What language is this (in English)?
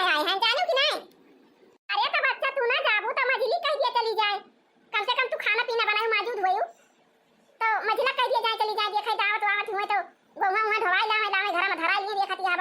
Awadhi